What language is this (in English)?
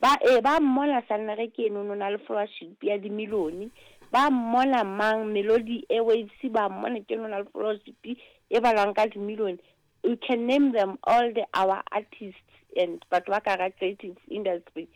Southern Sotho